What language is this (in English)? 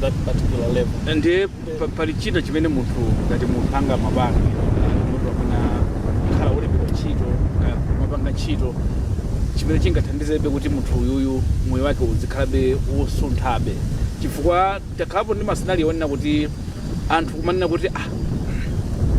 Nyanja